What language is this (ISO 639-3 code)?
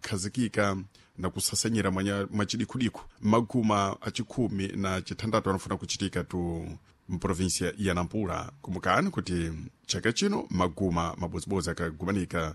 seh